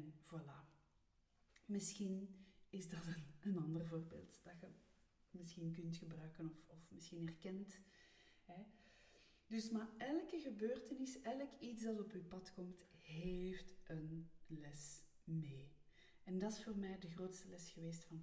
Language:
Dutch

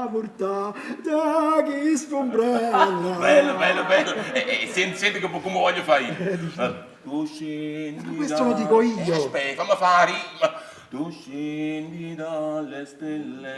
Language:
Neapolitan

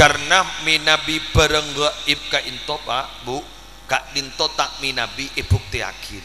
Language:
Madurese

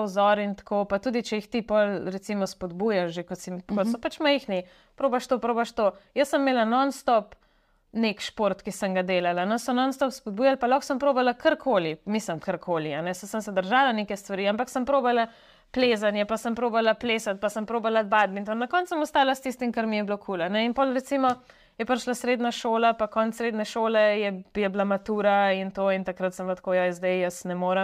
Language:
Slovenian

